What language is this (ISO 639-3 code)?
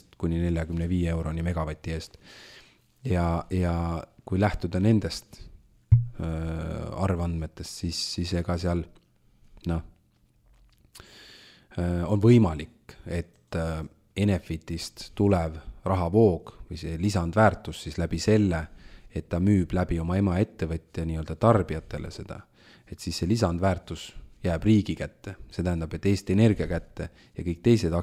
est